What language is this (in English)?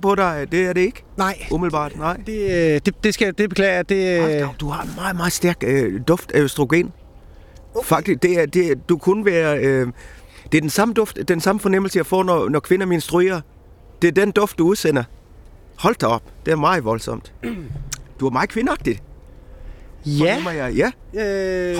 Danish